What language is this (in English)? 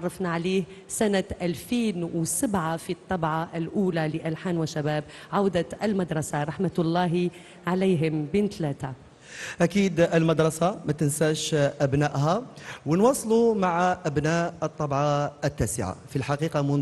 Algerian Arabic